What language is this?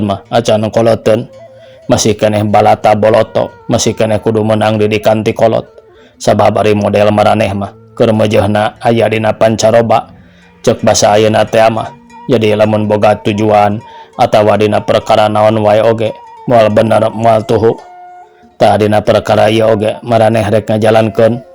Sundanese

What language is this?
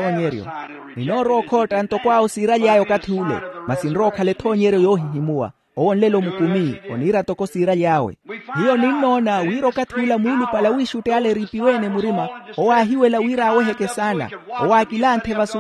Makhuwa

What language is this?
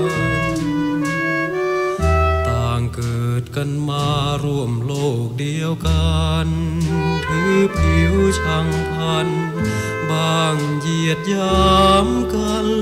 Thai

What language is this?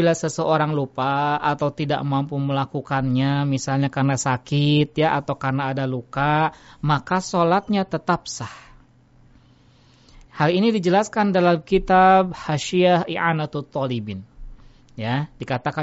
Indonesian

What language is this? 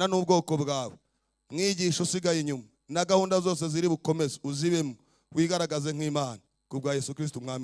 Kinyarwanda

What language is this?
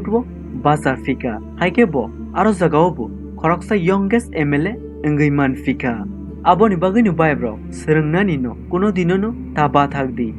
Kok Borok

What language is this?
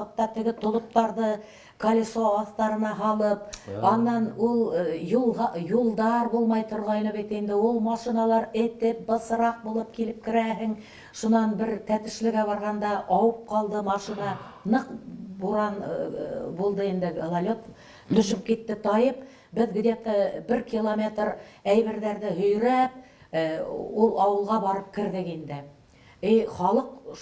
Bashkir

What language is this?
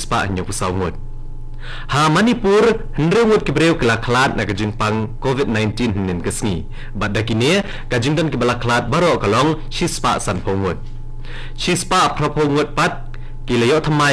Khasi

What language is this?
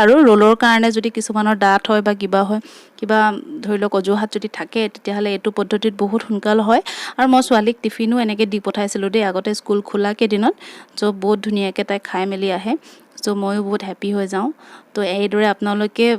Assamese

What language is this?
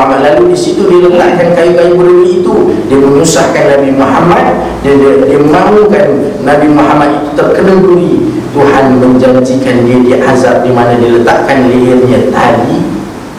Malay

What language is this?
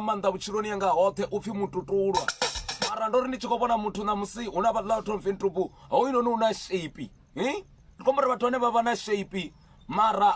Venda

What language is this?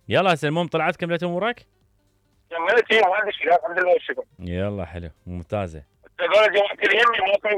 Mesopotamian Arabic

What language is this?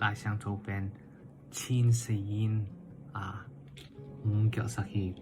Tedim Chin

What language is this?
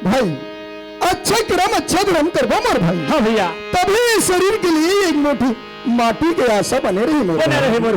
Chhattisgarhi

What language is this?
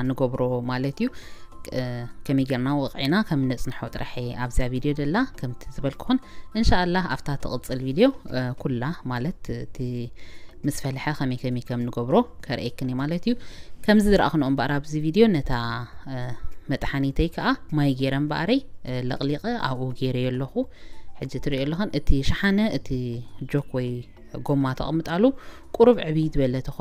Tigrinya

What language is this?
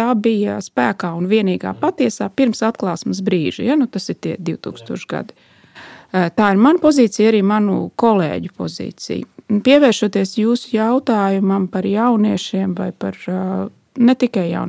Latvian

